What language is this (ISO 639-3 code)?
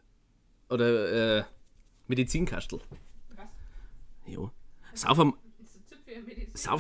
bar